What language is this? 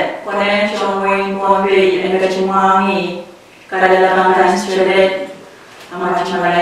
Pohnpeian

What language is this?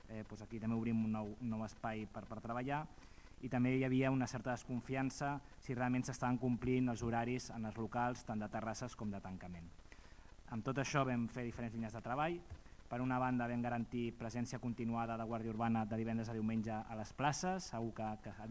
Catalan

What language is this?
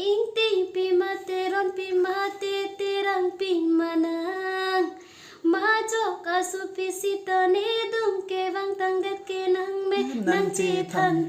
Karbi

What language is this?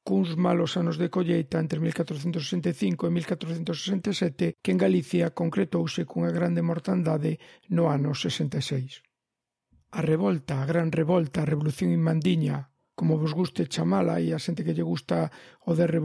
Galician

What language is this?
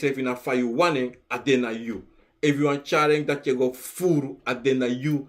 Sranan Tongo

